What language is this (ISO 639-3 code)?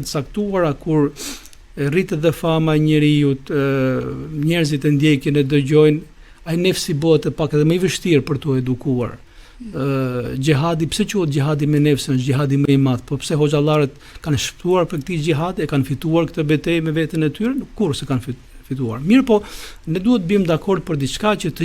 sqi